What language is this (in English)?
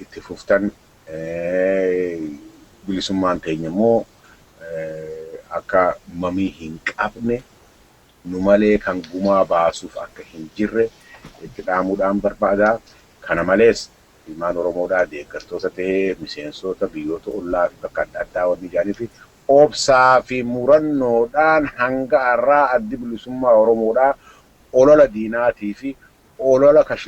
Oromo